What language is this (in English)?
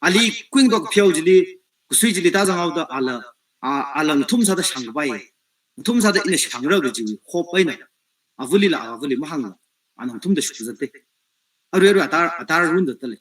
Tangkhul Naga (India)